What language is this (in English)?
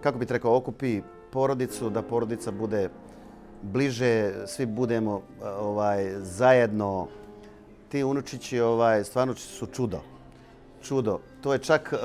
Bosnian